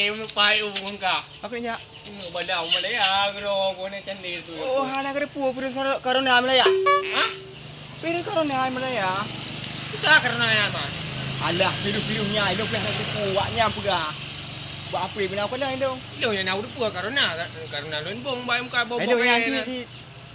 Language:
Achinese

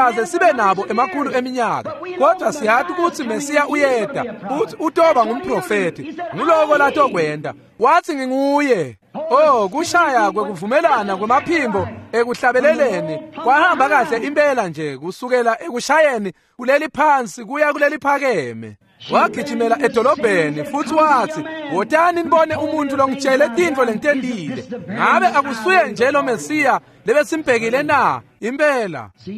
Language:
Swati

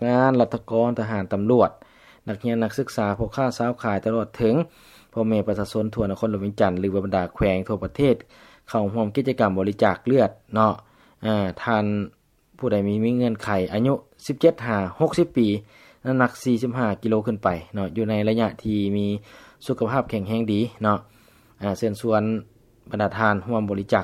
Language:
Lao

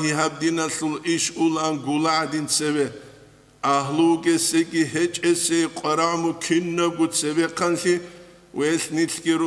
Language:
Avaric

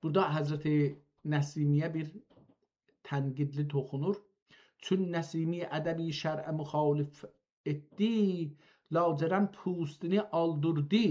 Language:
South Azerbaijani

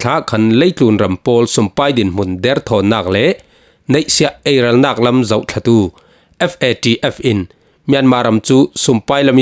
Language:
Falam Chin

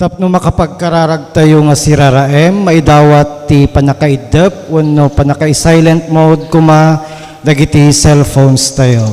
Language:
Iloko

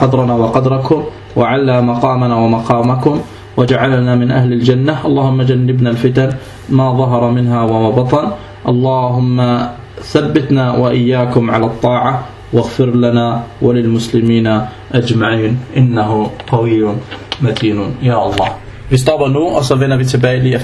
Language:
Danish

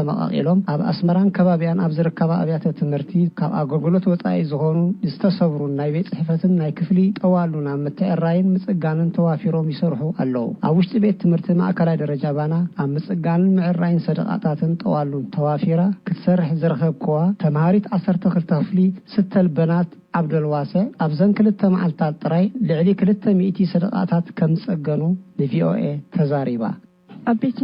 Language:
Tigrinya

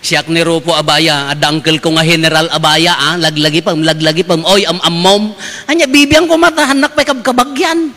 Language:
Iloko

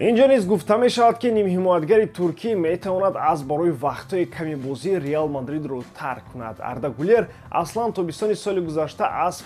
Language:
Tajik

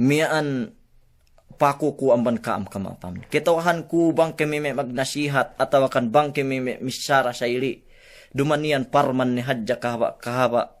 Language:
Yakan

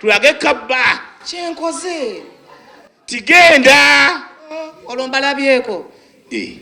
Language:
Ganda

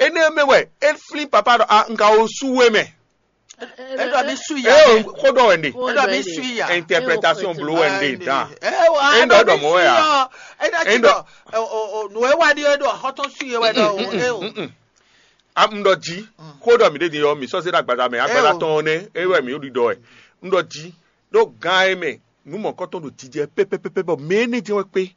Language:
Fon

